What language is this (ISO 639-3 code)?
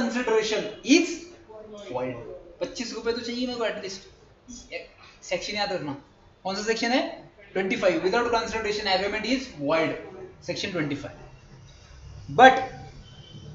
hin